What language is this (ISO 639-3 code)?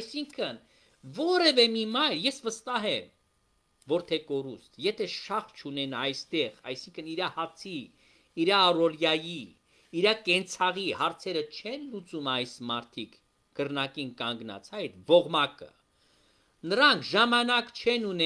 hye